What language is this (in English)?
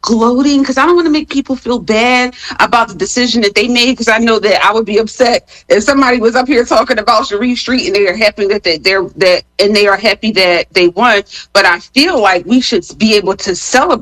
English